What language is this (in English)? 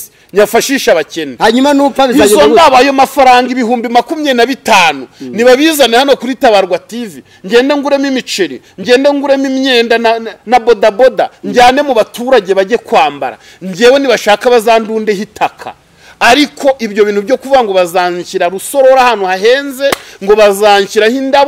Kinyarwanda